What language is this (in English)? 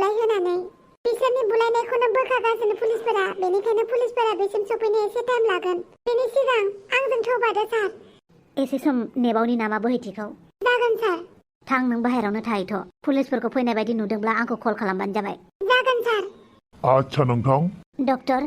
Bodo